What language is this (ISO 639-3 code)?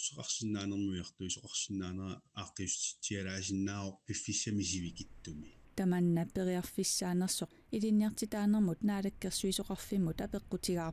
kal